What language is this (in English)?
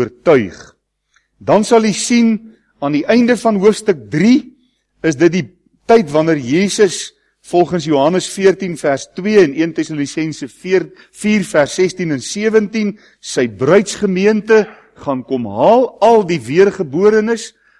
Afrikaans